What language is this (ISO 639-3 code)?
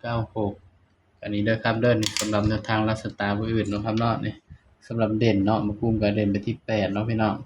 tts